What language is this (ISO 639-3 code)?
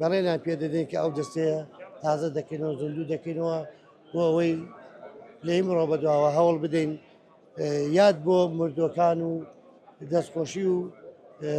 ckb